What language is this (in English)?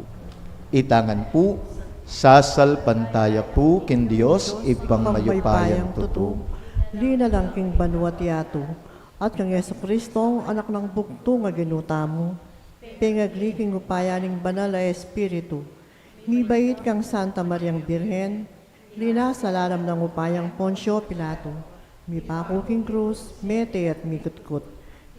Pampanga